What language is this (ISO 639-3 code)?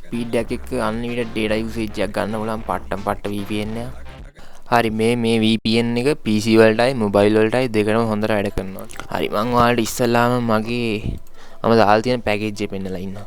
sin